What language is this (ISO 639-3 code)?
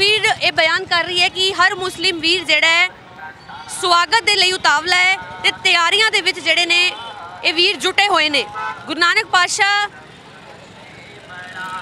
pan